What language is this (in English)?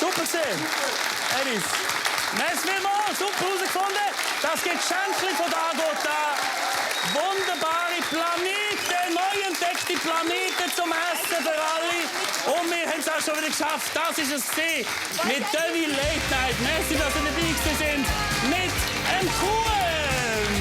Swiss German